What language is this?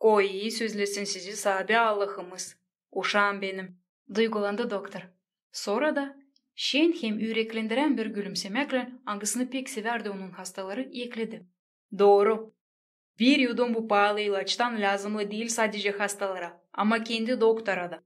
Gagauz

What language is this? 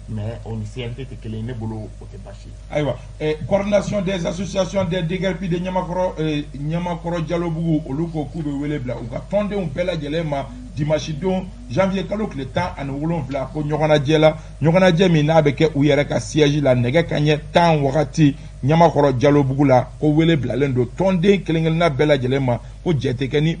Bambara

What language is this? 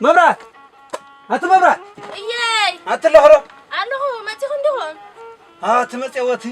Tigrinya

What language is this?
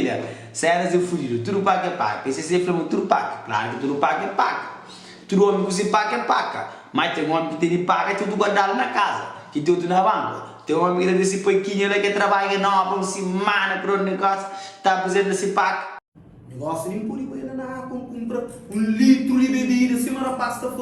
Kabuverdianu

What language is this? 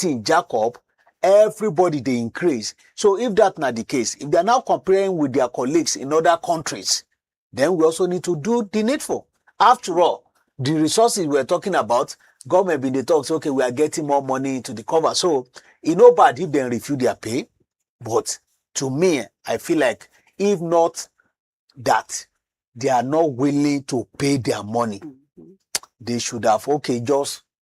Nigerian Pidgin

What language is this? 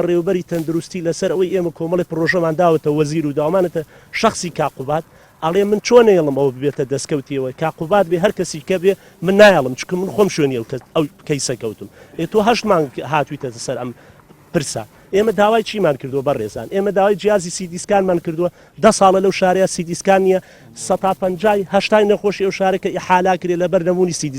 Central Kurdish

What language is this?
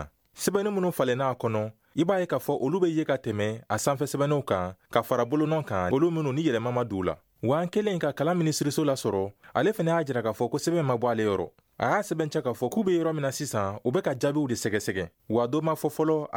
Bambara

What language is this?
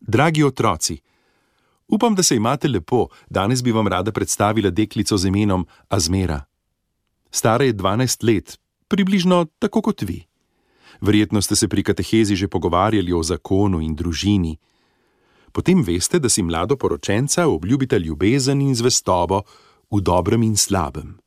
Slovenian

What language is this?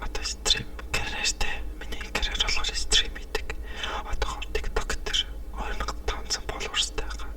Mongolian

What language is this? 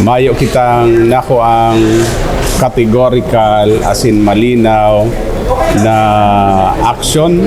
Bikol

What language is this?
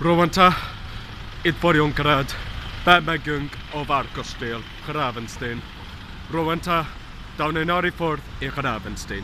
Welsh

